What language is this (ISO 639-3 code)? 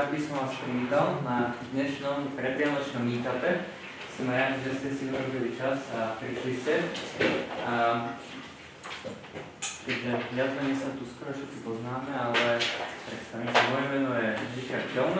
slk